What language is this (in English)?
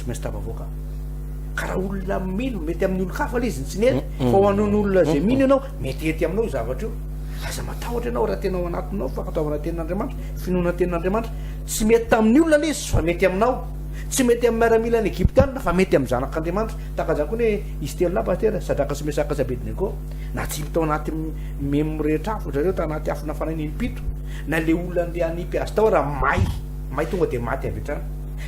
Malagasy